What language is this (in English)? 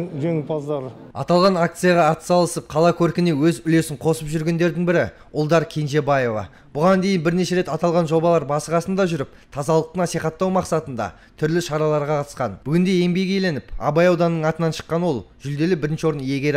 Kazakh